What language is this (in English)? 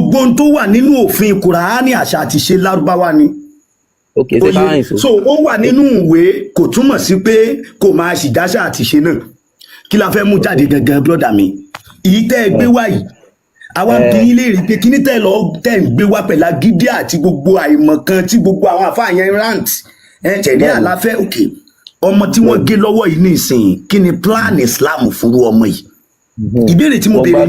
Yoruba